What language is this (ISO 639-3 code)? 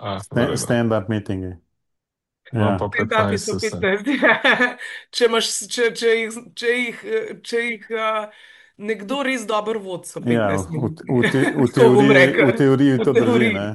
slv